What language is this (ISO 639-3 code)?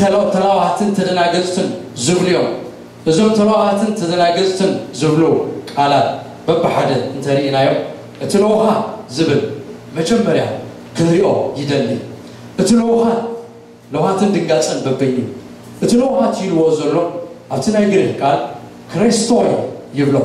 tir